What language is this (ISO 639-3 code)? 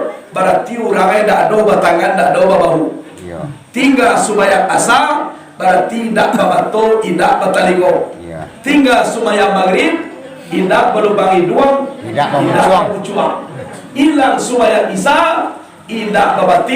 min